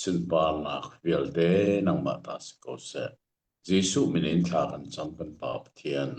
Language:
Hakha Chin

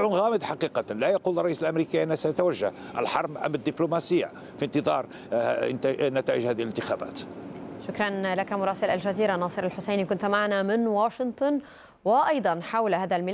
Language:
Arabic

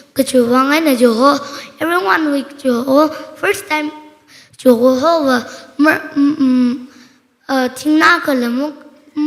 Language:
Tangkhul Naga (India)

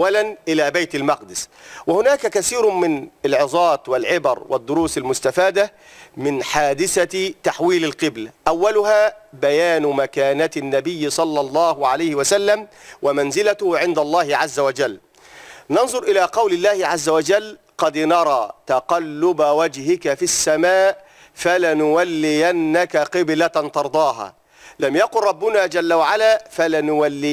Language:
Arabic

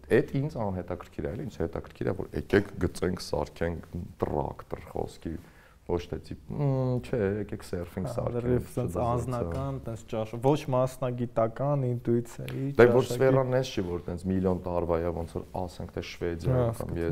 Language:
Armenian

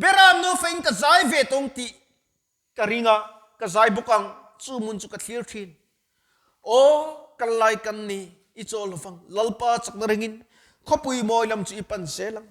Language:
Mizo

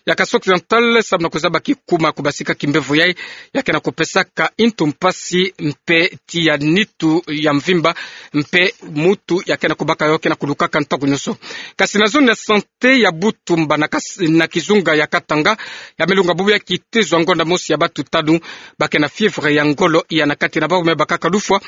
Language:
Kituba (Democratic Republic of Congo)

